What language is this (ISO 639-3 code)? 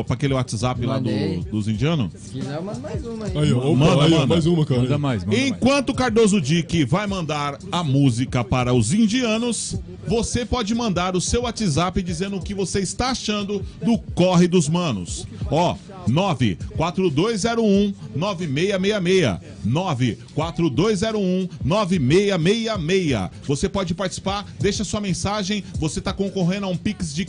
por